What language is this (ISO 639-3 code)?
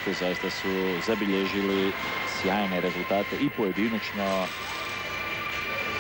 hrv